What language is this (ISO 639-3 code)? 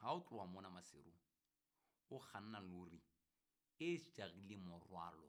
sot